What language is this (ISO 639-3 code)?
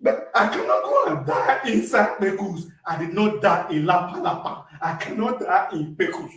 pcm